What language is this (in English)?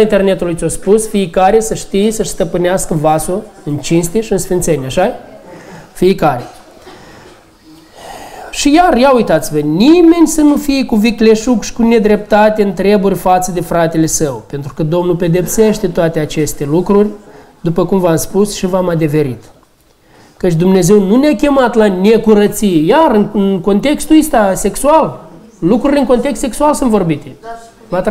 Romanian